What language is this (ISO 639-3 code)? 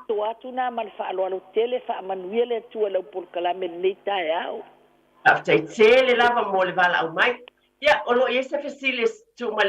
smo